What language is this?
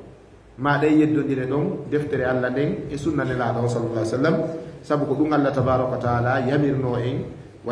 Fula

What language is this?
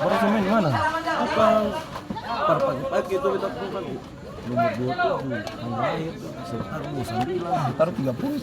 Ambonese Malay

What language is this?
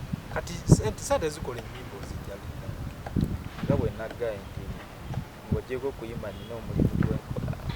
Ganda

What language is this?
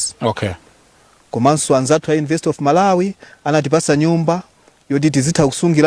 Nyanja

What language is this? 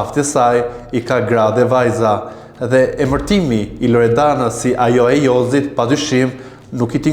Albanian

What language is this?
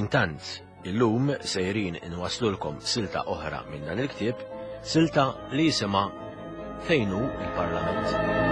Maltese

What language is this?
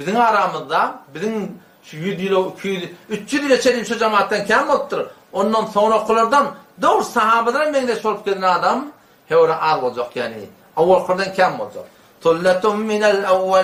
Turkmen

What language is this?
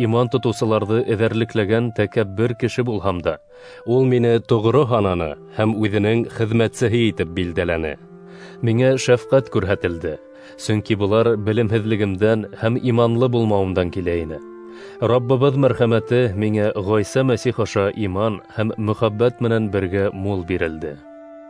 Bashkir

